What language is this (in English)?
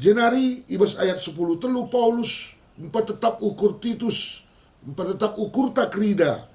Batak Karo